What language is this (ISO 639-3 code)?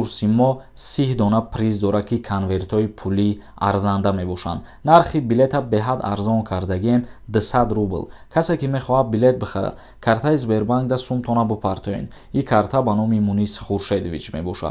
tgk